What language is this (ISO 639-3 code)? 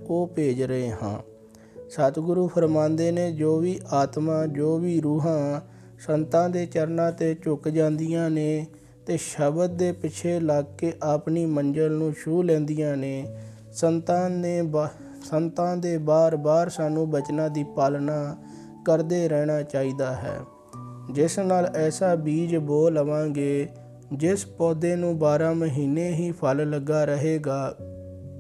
pan